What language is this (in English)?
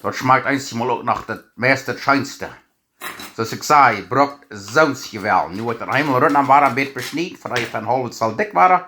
Plautdietsch